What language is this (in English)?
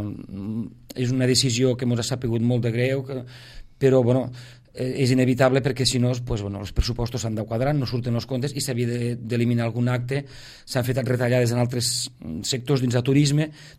Catalan